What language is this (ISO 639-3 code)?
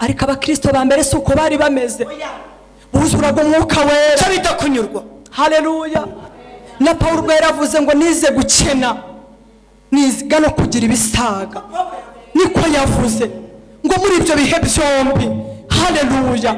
kin